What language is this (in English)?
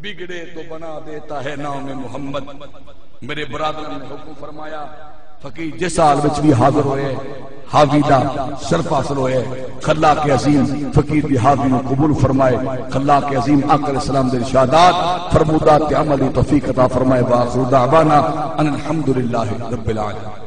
Saraiki